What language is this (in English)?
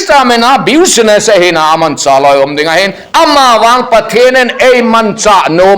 Thado Chin